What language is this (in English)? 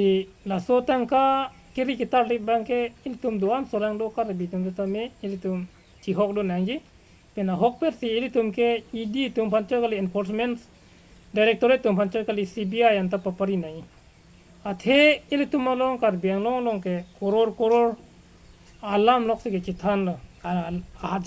Karbi